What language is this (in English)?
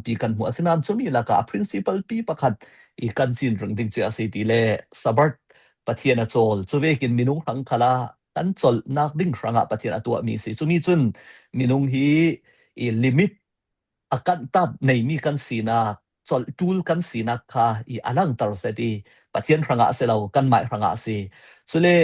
Falam Chin